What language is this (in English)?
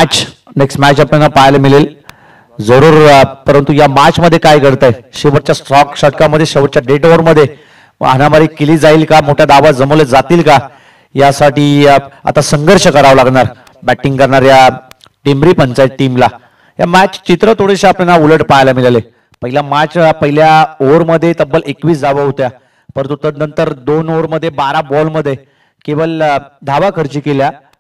Marathi